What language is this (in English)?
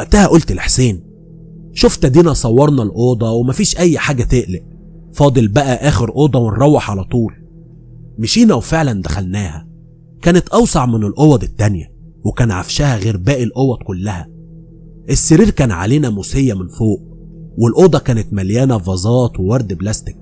Egyptian Arabic